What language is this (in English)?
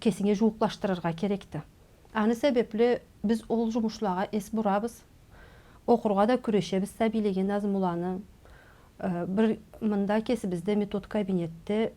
Karachay-Balkar